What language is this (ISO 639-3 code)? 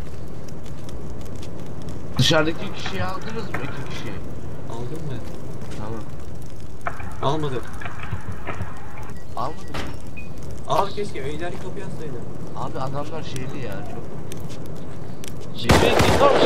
tur